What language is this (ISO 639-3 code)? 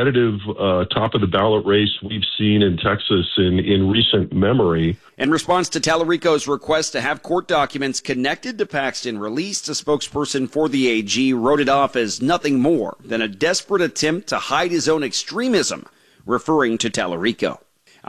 eng